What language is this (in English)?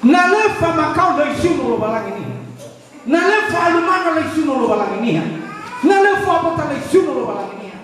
Nias